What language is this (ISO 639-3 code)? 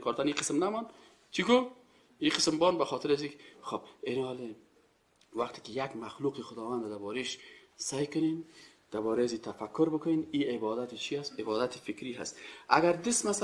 fas